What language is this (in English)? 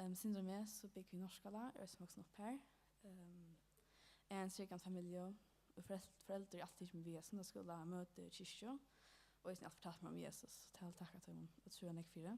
Faroese